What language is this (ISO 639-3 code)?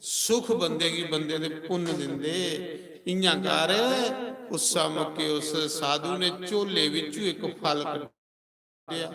doi